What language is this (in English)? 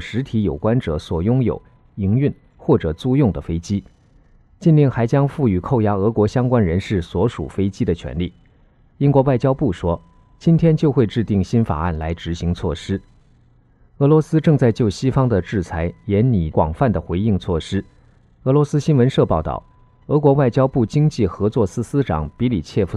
Chinese